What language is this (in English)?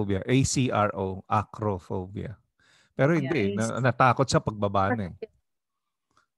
Filipino